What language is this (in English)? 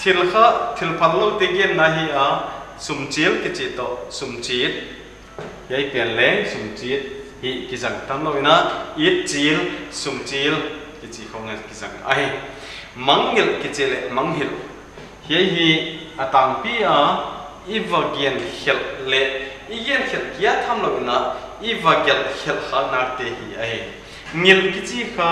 Paite Chin